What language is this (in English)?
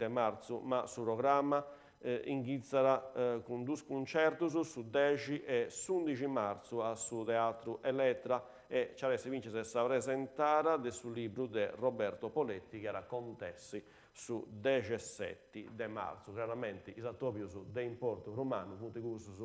Sardinian